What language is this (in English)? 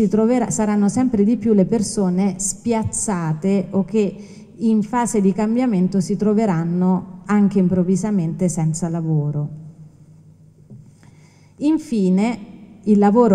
Italian